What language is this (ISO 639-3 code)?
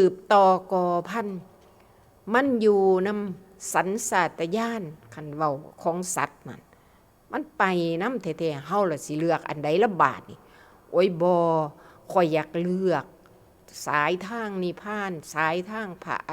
tts